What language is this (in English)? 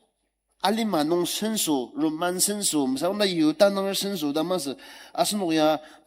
Ao Naga